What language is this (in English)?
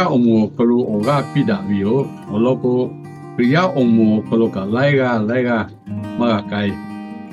Lahu